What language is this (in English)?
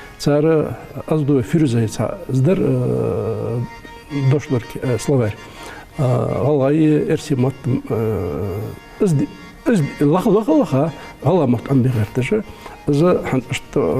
Ingush